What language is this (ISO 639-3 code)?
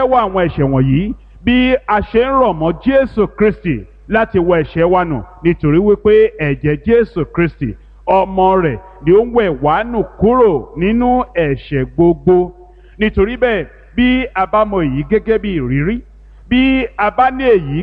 yor